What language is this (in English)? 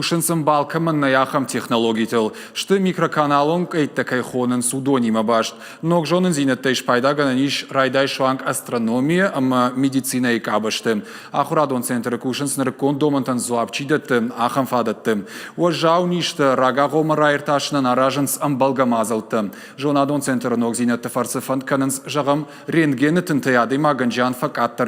Ossetic